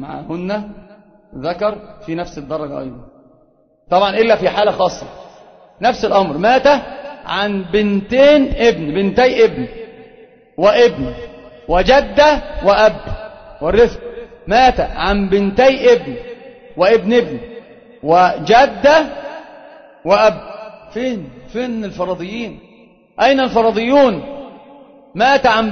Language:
Arabic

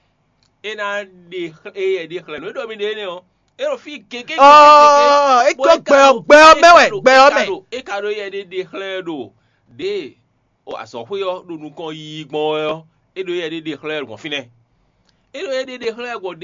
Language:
Fon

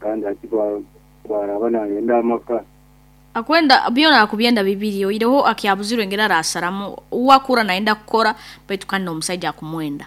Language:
Nyankole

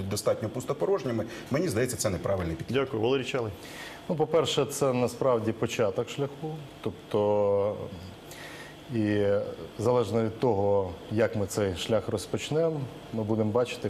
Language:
Ukrainian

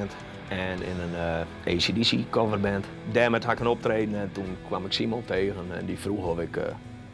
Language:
Western Frisian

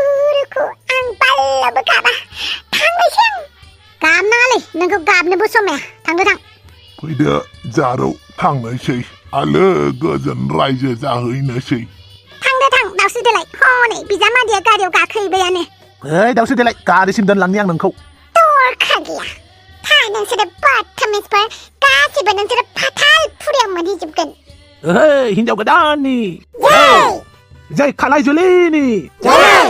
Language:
Bodo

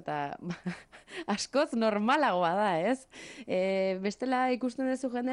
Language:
Basque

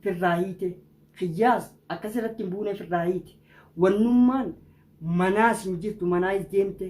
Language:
Oromo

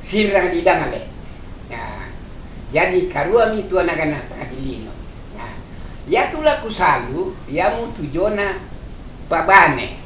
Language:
Toraja-Sa'dan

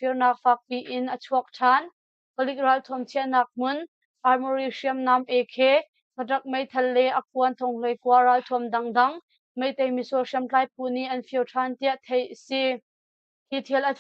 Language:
Hakha Chin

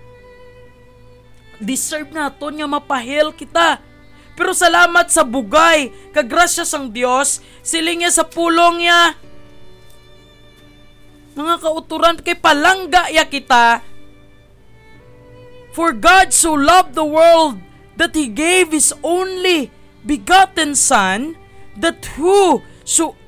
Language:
Hiligaynon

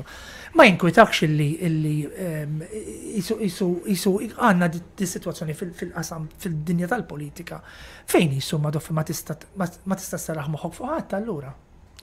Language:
Maltese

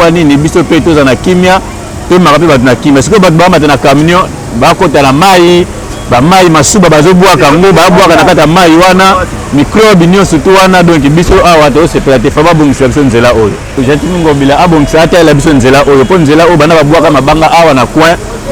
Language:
Lingala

